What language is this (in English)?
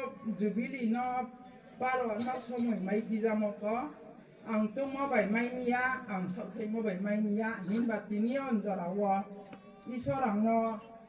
Riang (India)